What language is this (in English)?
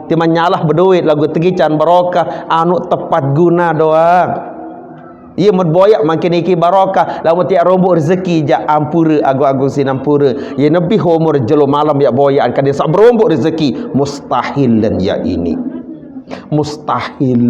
Sasak